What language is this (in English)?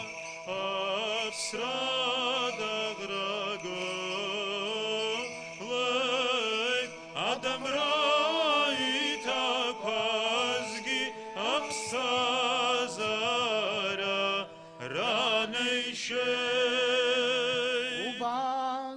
Abkhazian